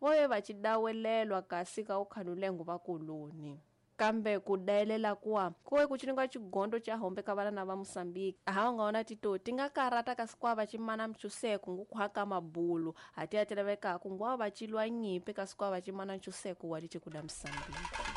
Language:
Tsonga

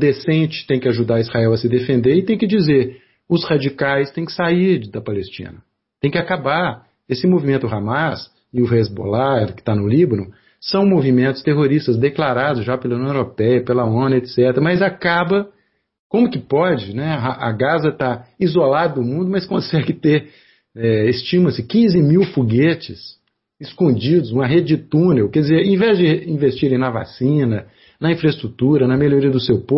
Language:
Portuguese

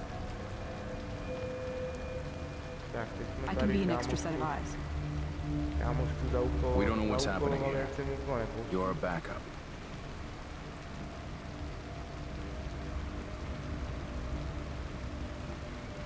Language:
Czech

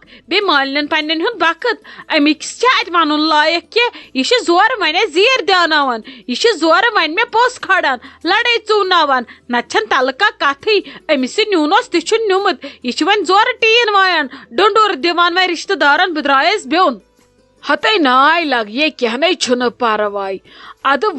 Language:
Kashmiri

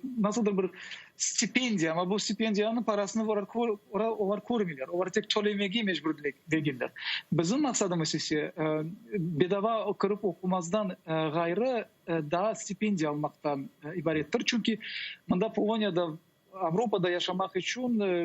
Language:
Crimean Tatar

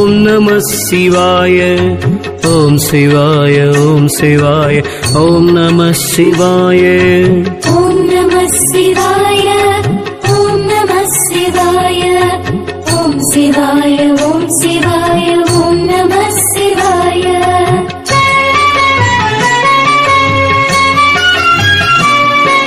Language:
Tamil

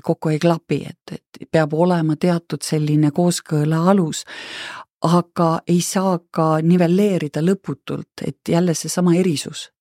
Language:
Estonian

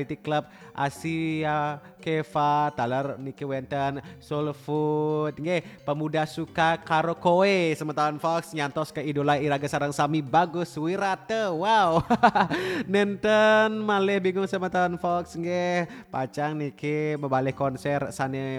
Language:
Balinese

